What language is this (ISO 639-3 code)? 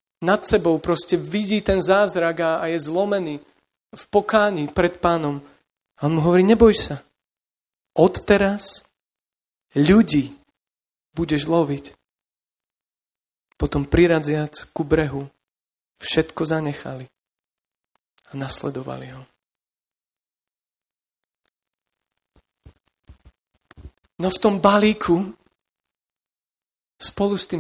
slk